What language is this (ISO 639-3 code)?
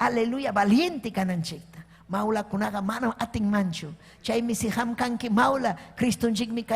quy